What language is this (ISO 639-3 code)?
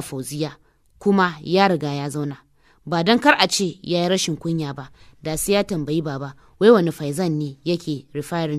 hau